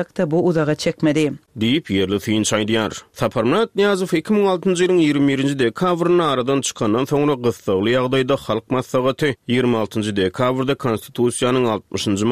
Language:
Turkmen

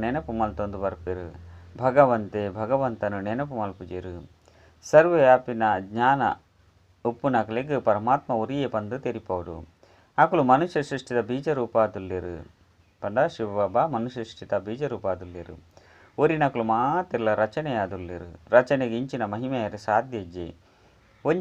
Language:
Tulu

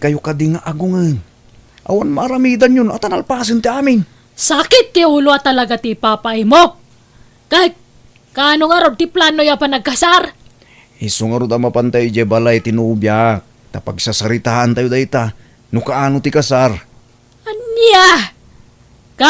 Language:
Iloko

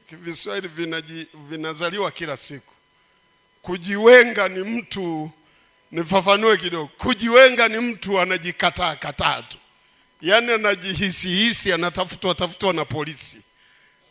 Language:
Swahili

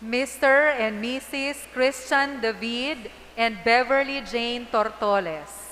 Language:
Bikol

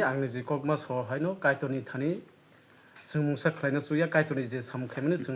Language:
Kok Borok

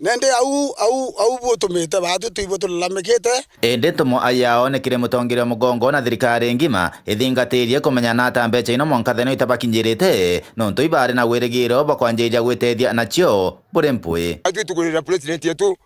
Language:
Meru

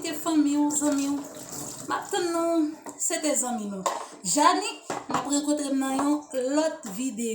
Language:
Haitian Creole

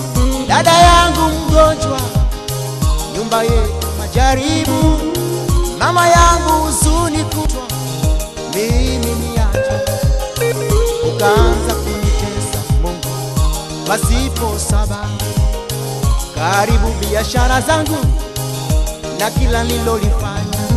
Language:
Swahili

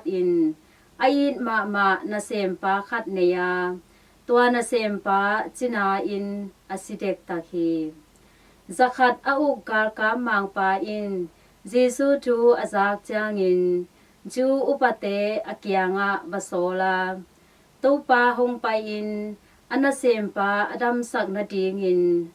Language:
Tedim Chin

